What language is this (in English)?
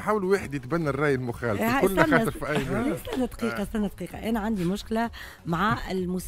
Tunisian Arabic